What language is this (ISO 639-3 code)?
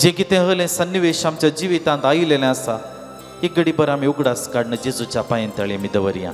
kok